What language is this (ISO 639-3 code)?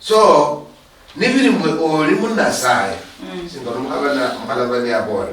luy